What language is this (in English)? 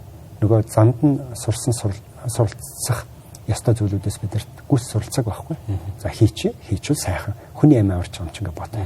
Mongolian